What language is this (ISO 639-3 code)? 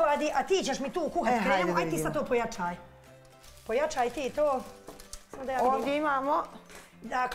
bos